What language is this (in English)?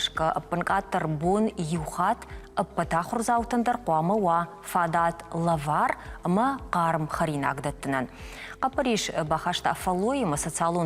Ossetic